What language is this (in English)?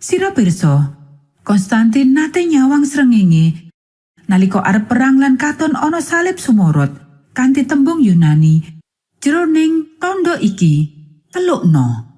Javanese